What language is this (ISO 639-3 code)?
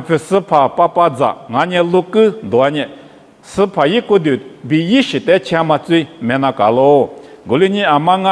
lis